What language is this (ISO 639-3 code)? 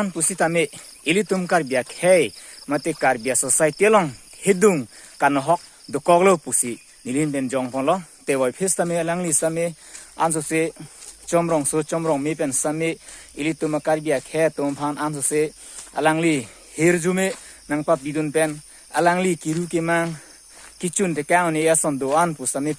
mjw